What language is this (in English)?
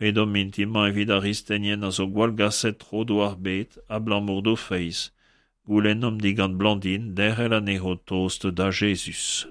Breton